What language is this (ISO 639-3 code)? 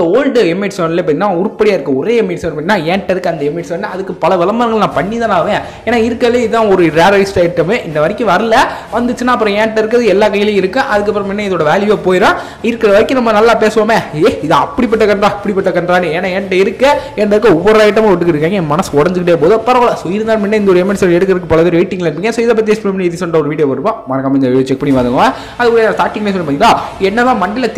tam